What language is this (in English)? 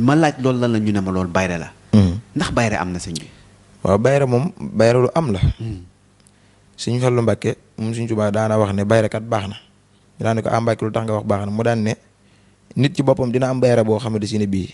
Wolof